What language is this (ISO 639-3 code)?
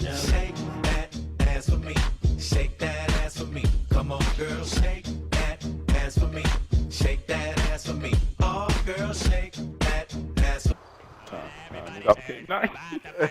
gsw